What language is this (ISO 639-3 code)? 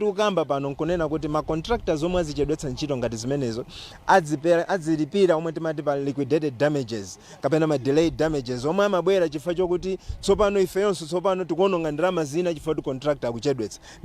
nya